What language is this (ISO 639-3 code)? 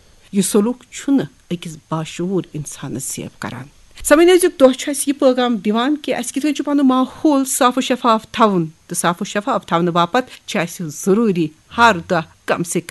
kas